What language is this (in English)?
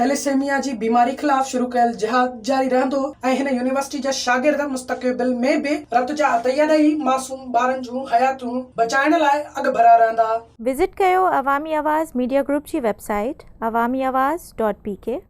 Sindhi